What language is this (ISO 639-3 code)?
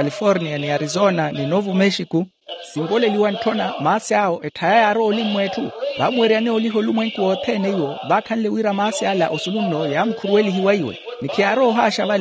vmw